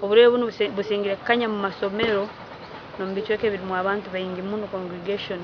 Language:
Nyankole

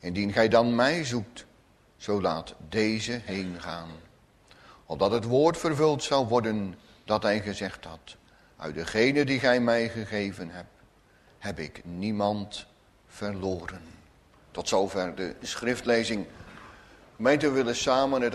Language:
Dutch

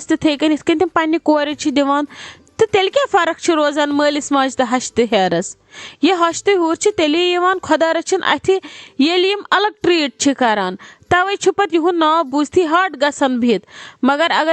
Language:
Kashmiri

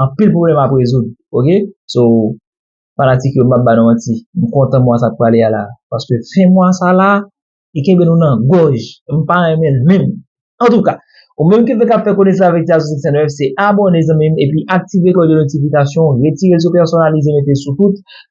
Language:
Haitian Creole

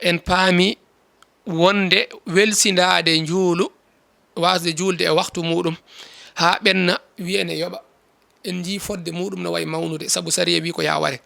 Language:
Fula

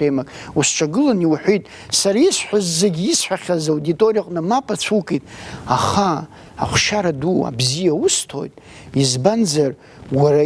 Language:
Abkhazian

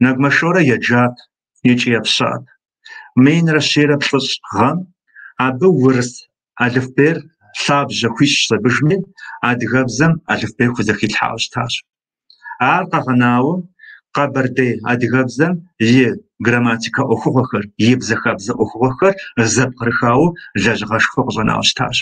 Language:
Kabardian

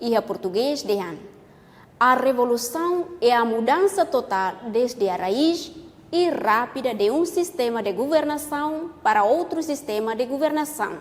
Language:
Tetum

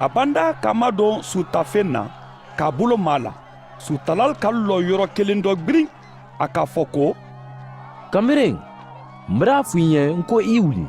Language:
Mandingo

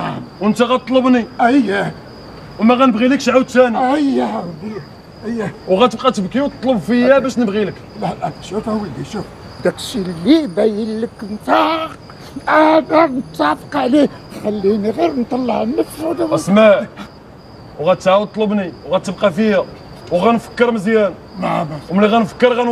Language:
Moroccan Arabic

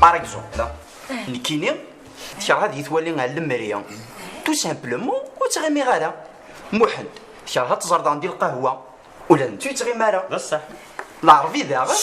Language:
Kabyle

